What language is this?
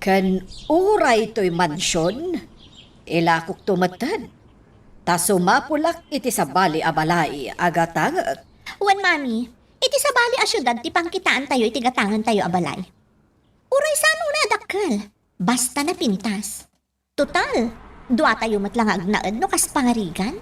Iloko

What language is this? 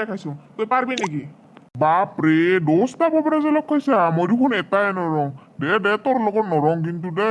Assamese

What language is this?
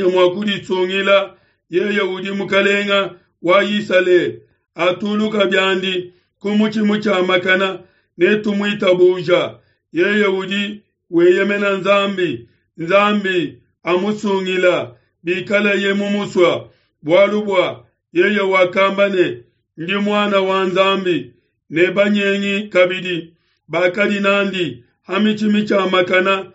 Luba-Lulua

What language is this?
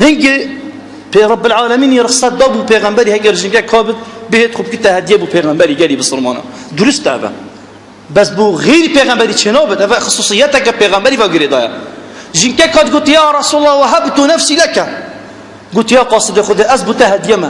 Kurdish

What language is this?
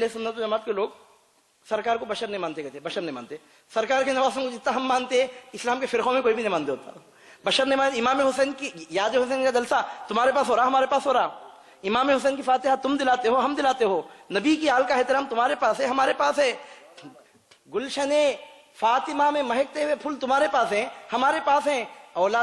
Urdu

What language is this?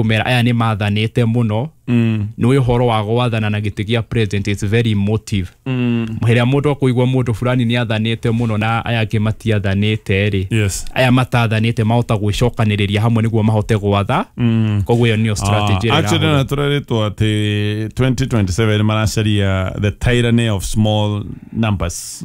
Kikuyu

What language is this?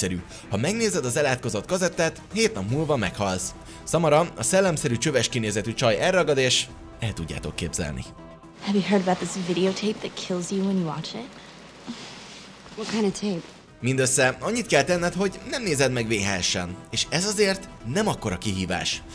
Hungarian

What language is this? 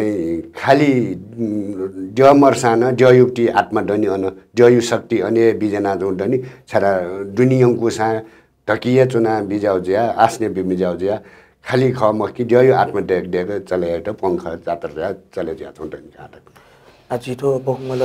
Newari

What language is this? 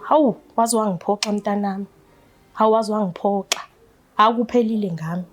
Zulu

